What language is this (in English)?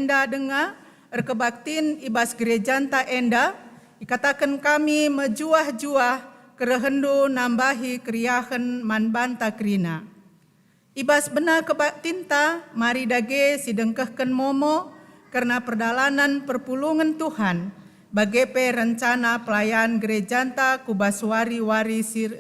Batak Karo